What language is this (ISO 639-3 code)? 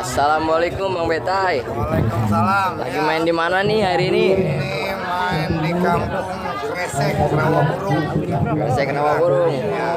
bew